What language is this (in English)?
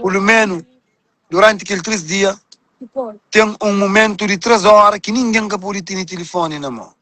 Kabuverdianu